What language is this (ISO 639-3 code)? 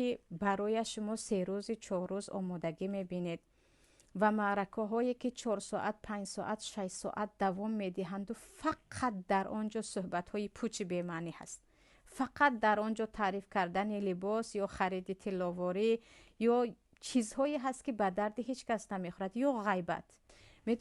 tgk